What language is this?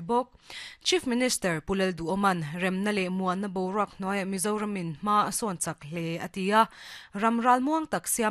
Mizo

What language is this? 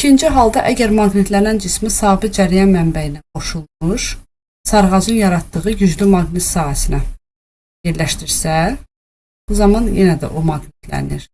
Azerbaijani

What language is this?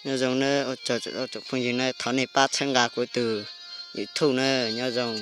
Hmong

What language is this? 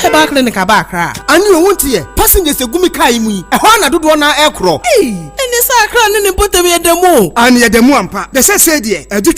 Akan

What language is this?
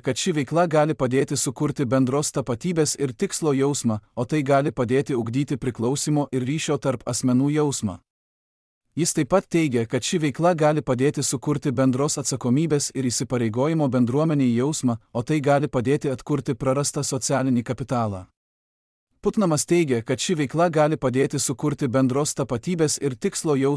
Lithuanian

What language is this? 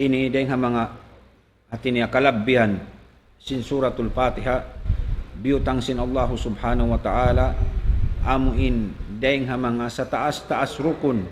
Tausug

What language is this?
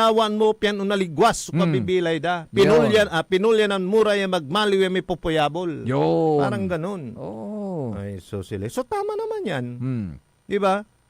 Pangasinan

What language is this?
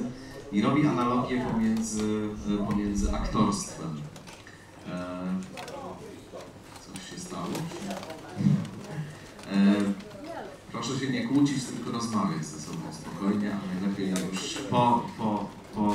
Polish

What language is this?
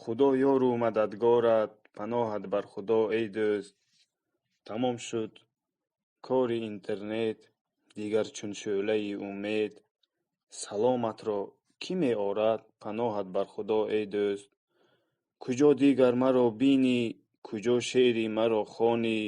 Tajik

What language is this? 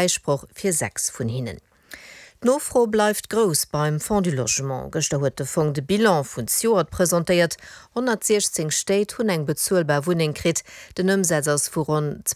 Luxembourgish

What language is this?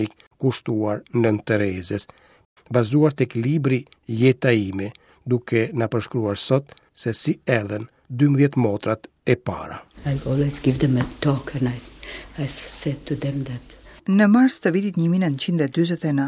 Albanian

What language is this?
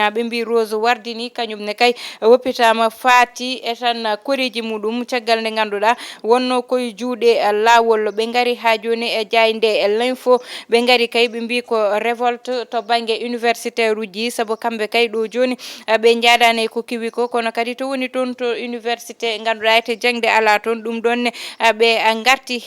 Fula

